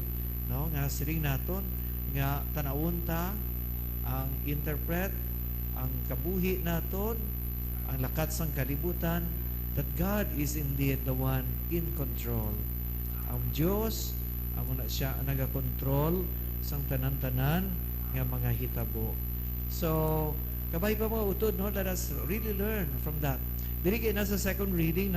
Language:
Hiligaynon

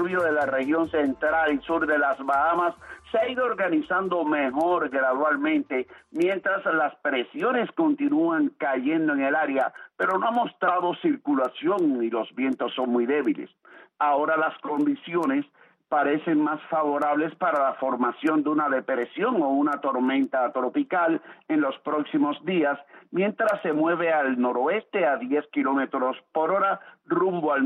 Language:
Spanish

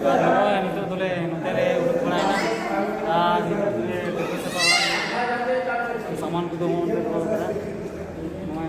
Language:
Santali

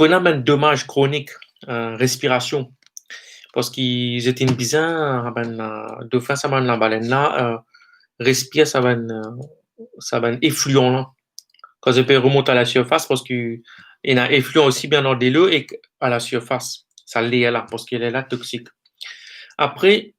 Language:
Morisyen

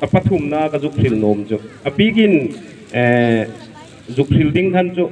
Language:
Hmar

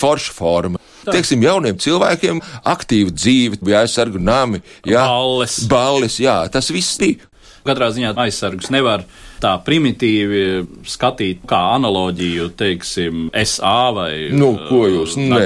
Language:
Latvian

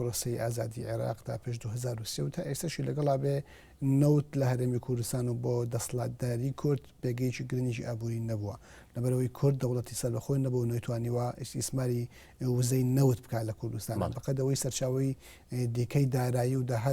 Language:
Central Kurdish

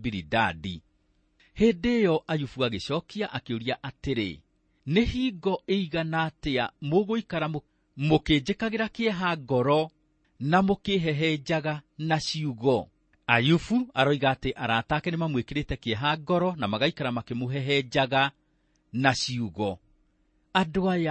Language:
Kikuyu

